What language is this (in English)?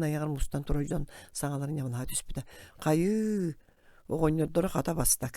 Yakut